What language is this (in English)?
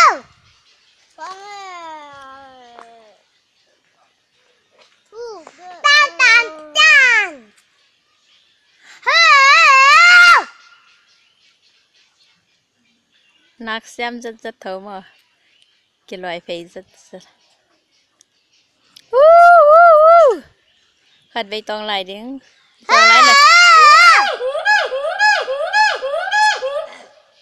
Thai